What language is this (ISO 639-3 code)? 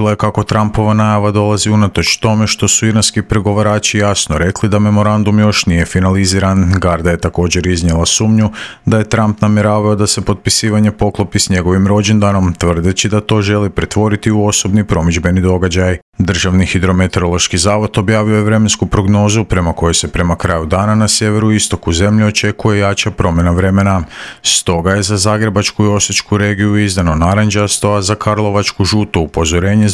hrv